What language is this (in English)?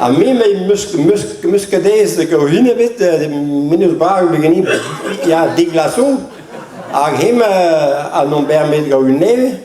Breton